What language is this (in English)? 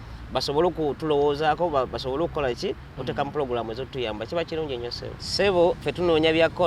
Ganda